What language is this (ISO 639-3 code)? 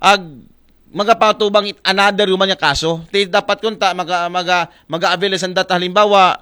akl